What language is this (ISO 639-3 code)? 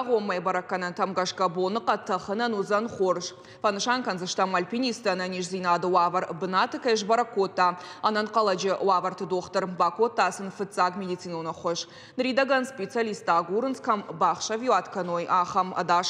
oss